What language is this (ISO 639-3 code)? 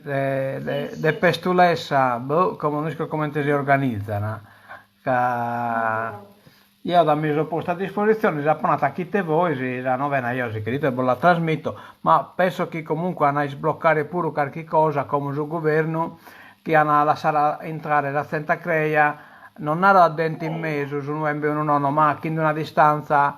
srd